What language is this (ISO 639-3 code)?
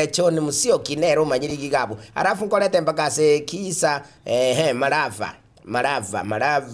guz